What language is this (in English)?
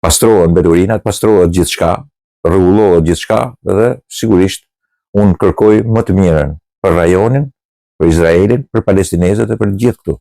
Albanian